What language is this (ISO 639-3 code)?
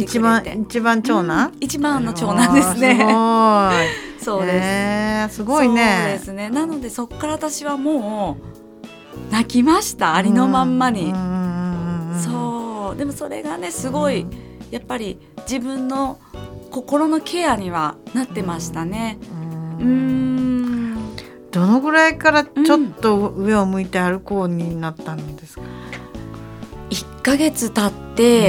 jpn